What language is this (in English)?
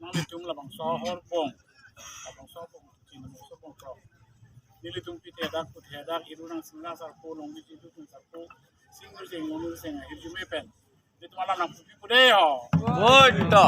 Karbi